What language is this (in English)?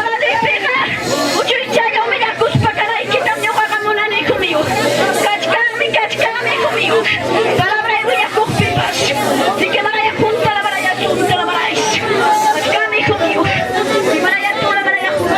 Ayacucho Quechua